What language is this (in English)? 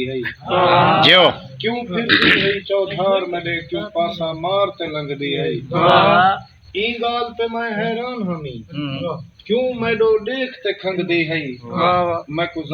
Saraiki